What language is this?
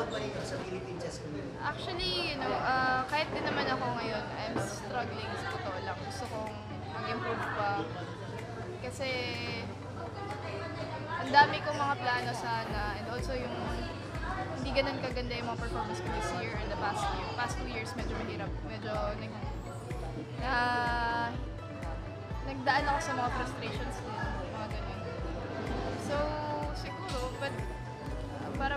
Filipino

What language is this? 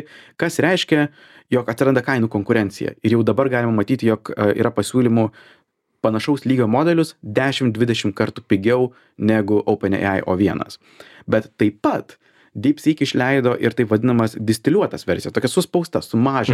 Lithuanian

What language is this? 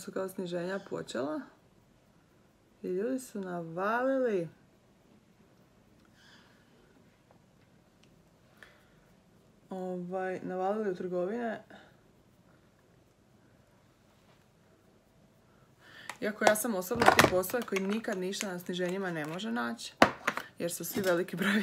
Croatian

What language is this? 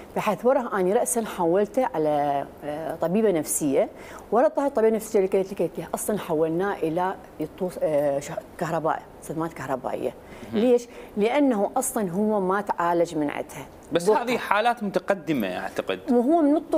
Mesopotamian Arabic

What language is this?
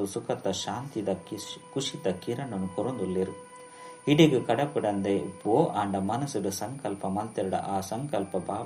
Tulu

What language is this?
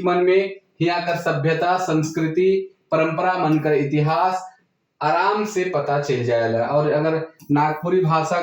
Sadri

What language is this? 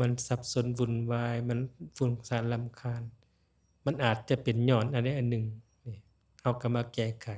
Lao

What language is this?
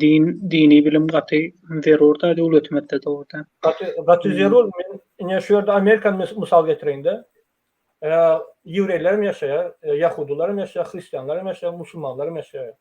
Turkmen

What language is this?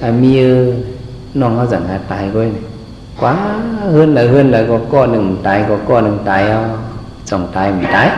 Shan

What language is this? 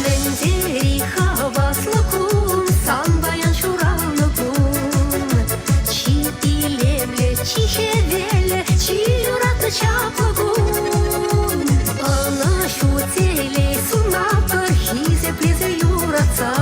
Chuvash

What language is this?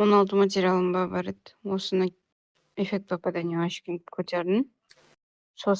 Kara-Kalpak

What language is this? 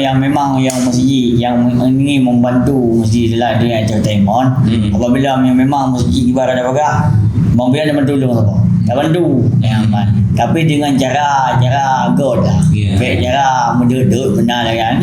Achinese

